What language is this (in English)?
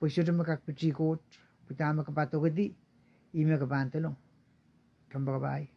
Pohnpeian